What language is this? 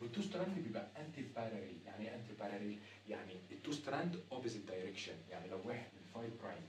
Egyptian Arabic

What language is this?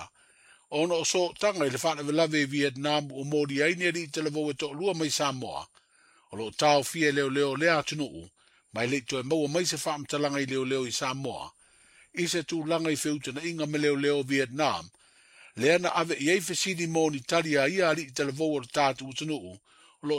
Samoan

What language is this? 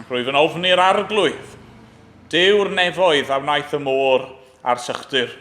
Welsh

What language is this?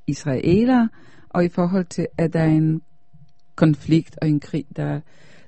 Danish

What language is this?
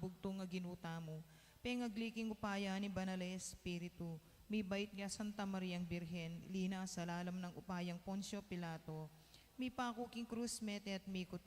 Pampanga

